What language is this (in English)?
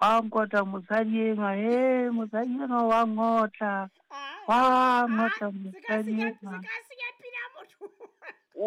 Southern Sotho